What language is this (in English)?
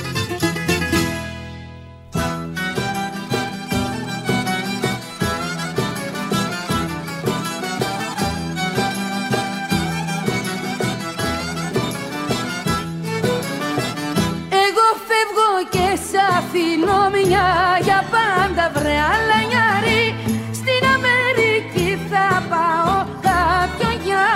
Greek